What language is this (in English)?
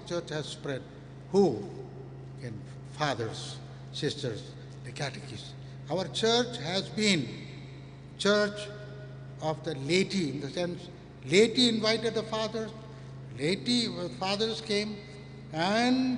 Tangkhul Naga (India)